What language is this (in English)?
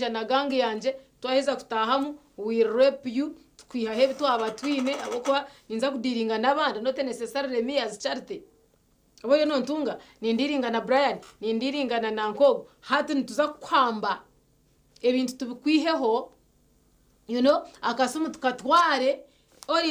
Nyankole